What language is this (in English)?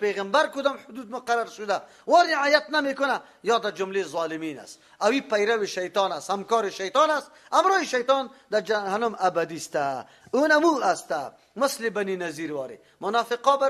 Persian